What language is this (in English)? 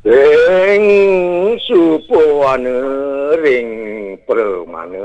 Balinese